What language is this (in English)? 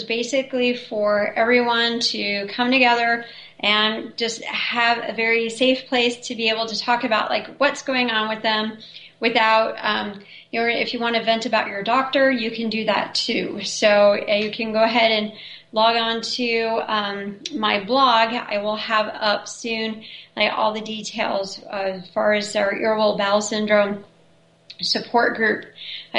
English